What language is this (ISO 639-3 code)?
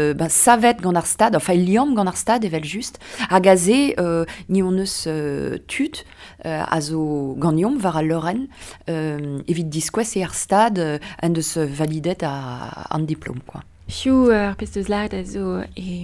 bre